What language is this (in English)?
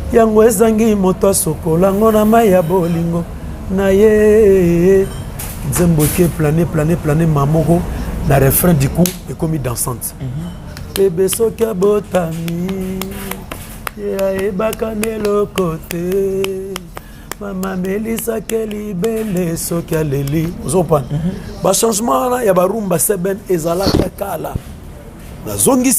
Lingala